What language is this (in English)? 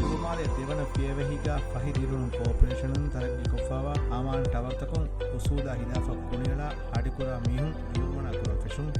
Divehi